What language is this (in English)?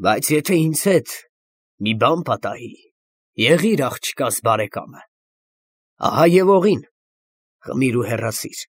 Armenian